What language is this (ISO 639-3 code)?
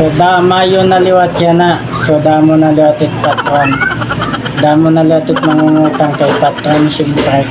war